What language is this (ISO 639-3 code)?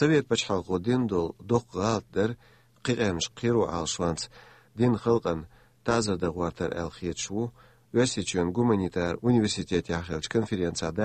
che